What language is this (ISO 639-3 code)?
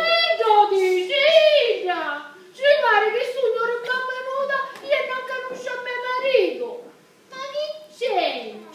scn